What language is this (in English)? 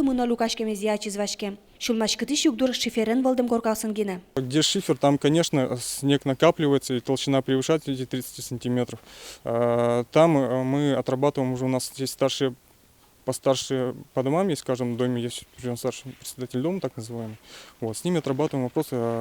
Udmurt